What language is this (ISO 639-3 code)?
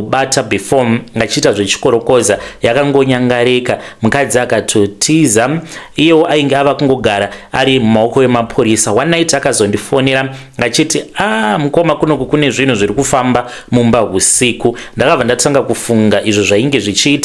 sna